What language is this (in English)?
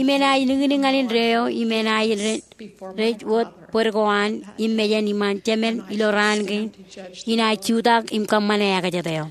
Marshallese